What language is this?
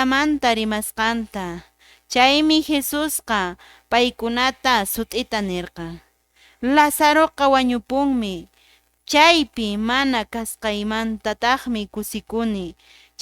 Quechua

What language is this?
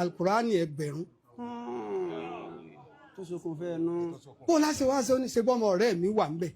Yoruba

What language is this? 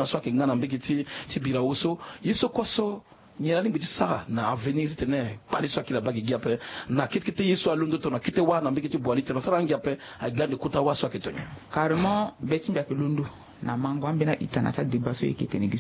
Sango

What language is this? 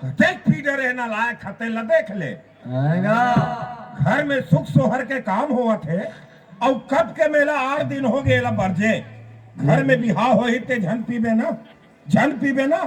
Chhattisgarhi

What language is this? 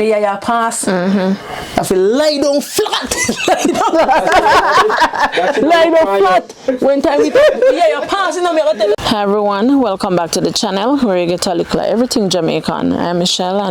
Jamaican Creole English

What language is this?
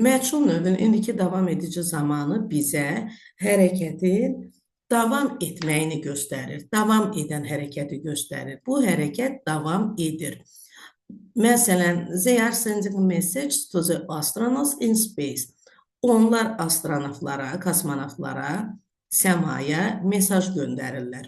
Azerbaijani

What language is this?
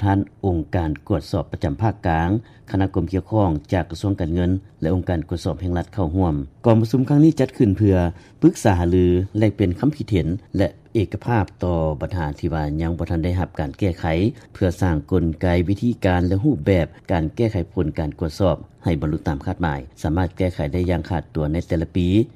Lao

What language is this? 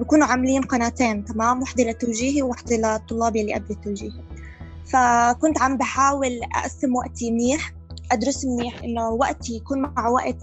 North Levantine Arabic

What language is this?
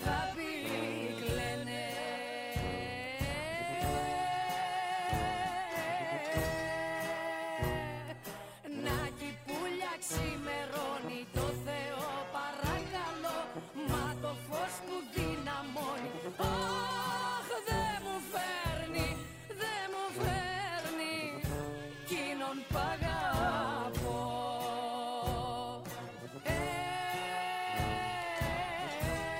Greek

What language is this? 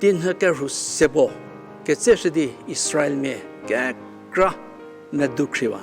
Angami Naga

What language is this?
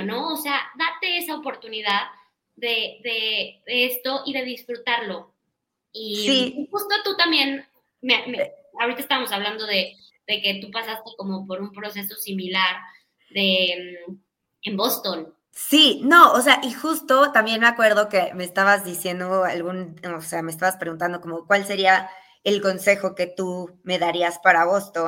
Spanish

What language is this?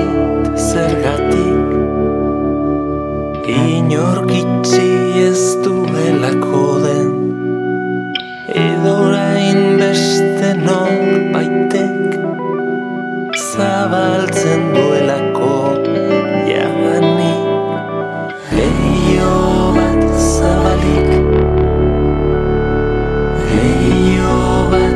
Basque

